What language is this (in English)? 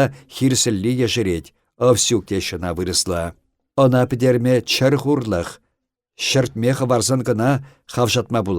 Chuvash